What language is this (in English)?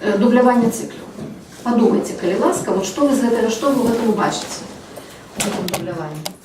Belarusian